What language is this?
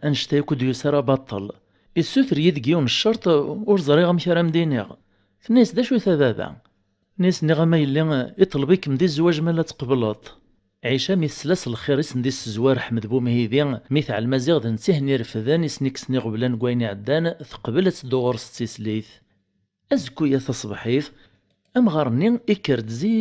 Kabyle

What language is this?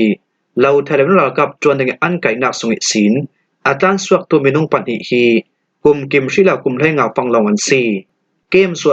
Falam Chin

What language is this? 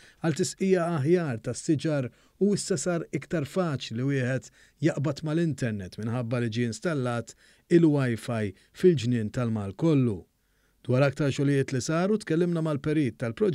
Maltese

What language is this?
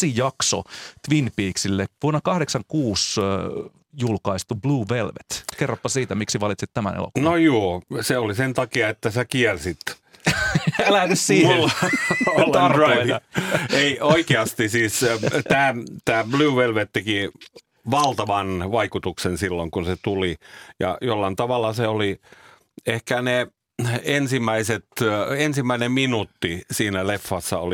Finnish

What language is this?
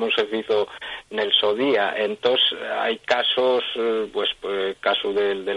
Asturian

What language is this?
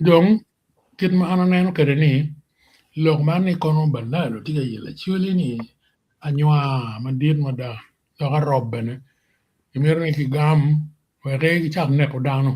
Acoli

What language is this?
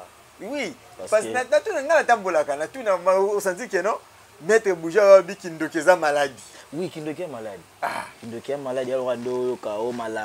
Lingala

